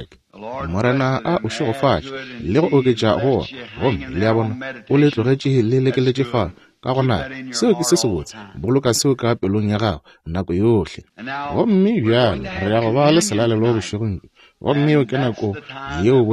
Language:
Northern Sotho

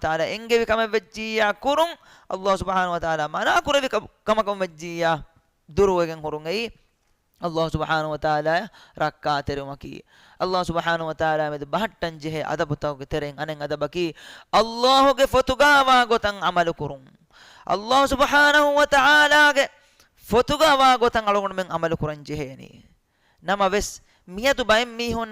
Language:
Divehi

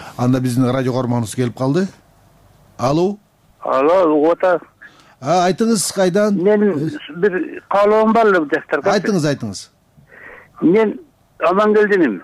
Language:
Kyrgyz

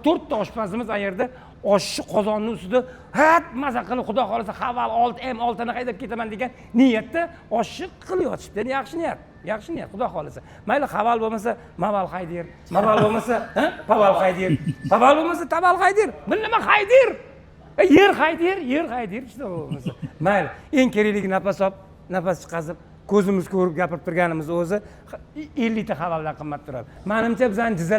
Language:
Uzbek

